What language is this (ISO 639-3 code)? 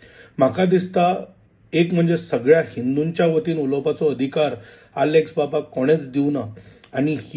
kok